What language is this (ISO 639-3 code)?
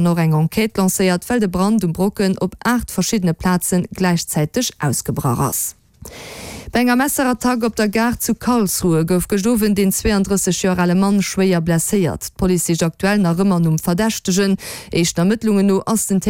ltz